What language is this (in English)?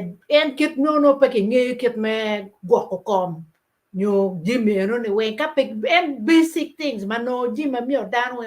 Acoli